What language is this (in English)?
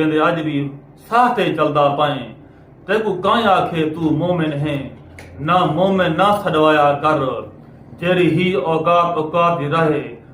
Saraiki